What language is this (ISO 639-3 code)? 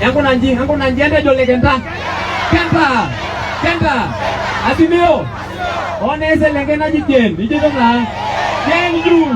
mas